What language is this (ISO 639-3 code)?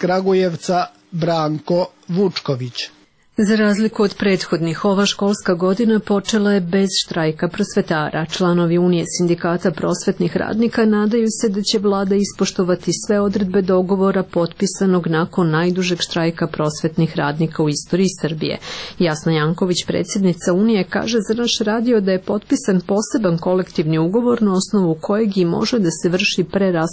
srp